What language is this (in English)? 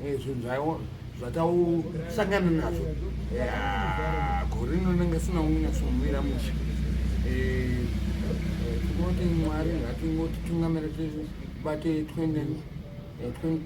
Shona